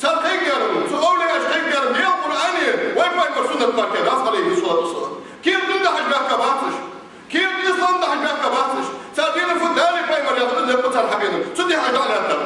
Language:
Ingush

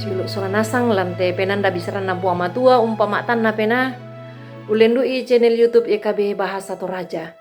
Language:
Toraja-Sa'dan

